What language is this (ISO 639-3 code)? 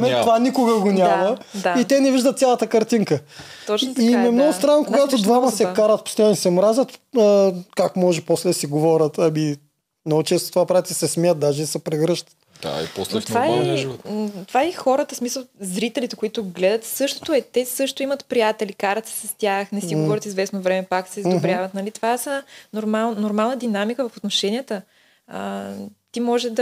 bul